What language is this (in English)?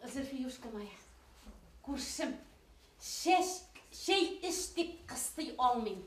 Bashkir